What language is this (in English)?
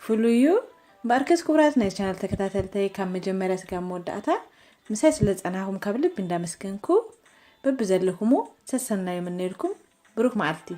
Tigrinya